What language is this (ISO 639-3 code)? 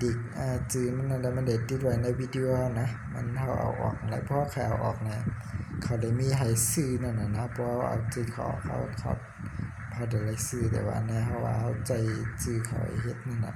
shn